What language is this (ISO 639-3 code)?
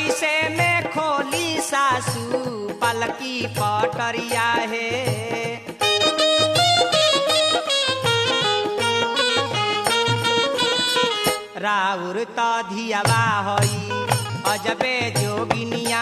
bho